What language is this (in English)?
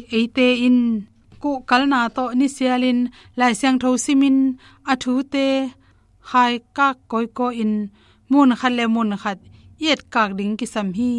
Tedim Chin